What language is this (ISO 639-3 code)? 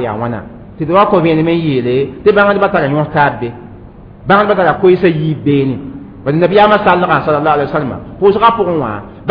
mos